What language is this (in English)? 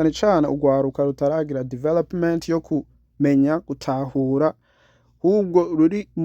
Rundi